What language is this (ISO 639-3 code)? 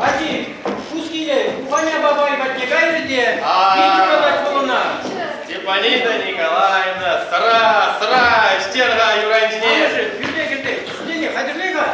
chv